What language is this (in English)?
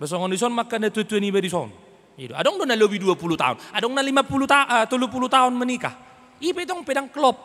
Batak Toba